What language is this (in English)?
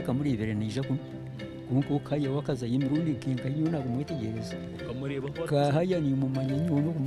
Nyankole